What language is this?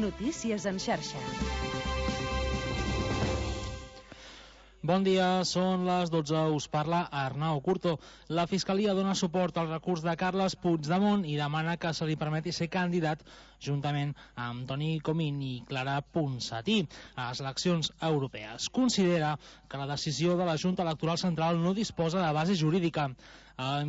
Catalan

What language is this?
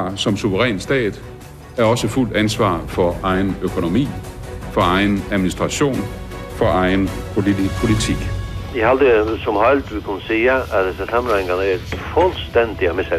Faroese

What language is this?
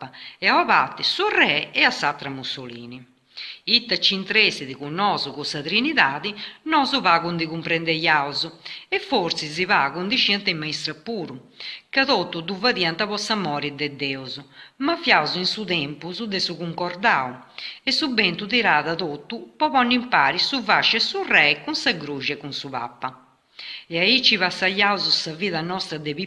Sardinian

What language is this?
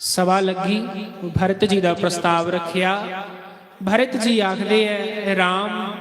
Dogri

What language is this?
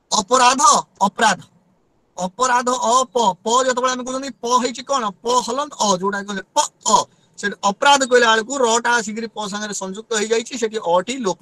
Odia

